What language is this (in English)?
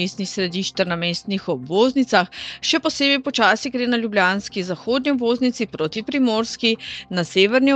Slovenian